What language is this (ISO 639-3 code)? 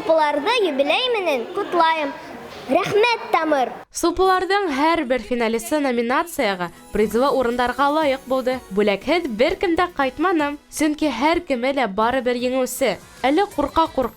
bak